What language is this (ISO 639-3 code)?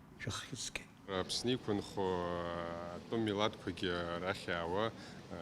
abk